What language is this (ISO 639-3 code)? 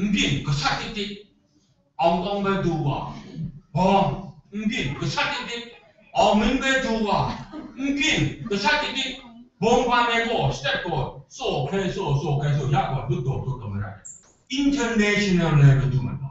kac